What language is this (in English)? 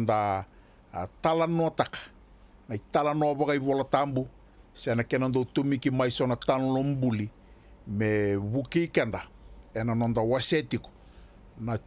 Fijian